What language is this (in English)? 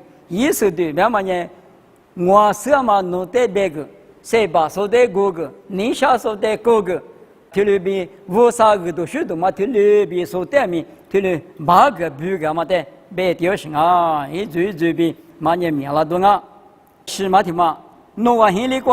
Lisu